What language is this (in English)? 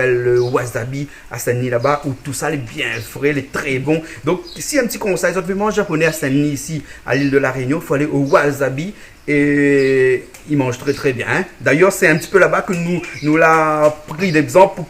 Réunion Creole French